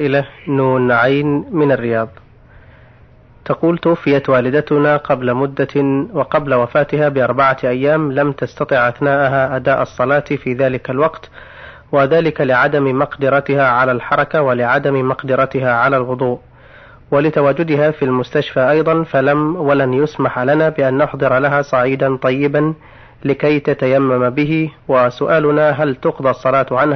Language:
Arabic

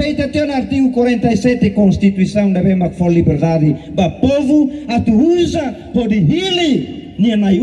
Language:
Tetum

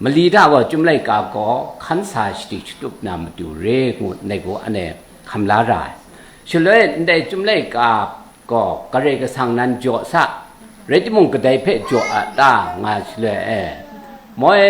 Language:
Kachin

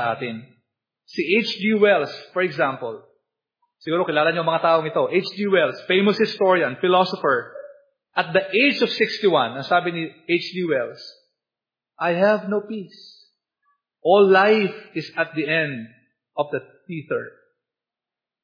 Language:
Filipino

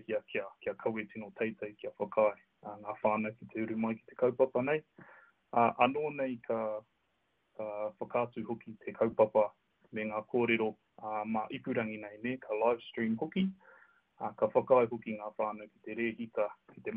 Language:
Māori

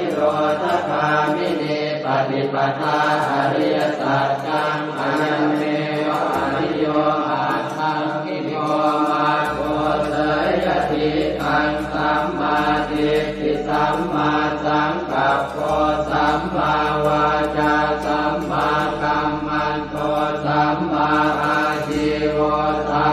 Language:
Pali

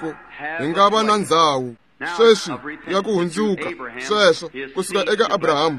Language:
Tsonga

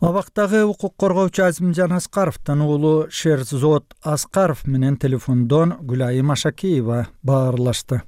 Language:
Kyrgyz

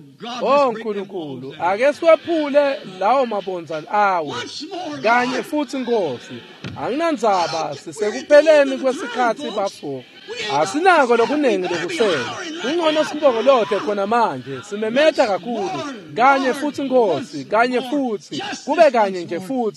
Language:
Swati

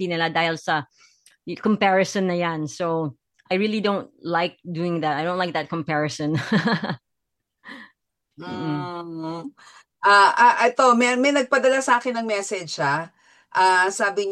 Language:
Filipino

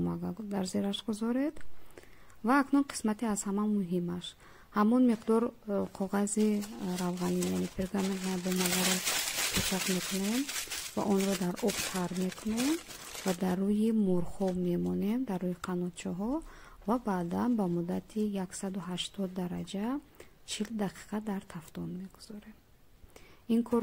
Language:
Tajik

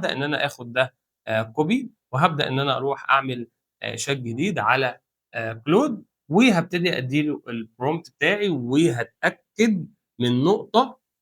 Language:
Egyptian Arabic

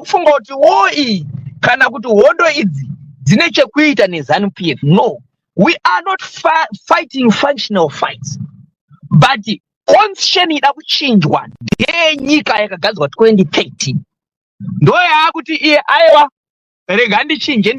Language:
Shona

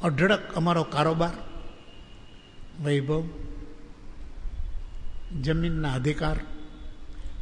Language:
Gujarati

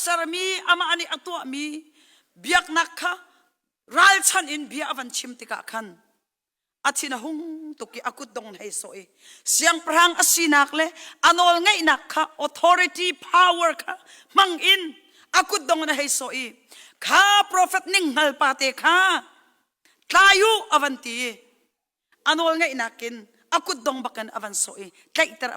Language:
Hakha Chin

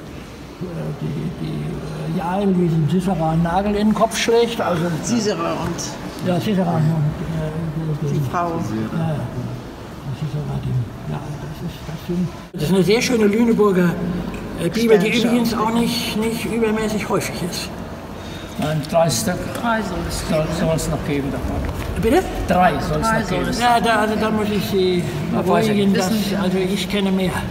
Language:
German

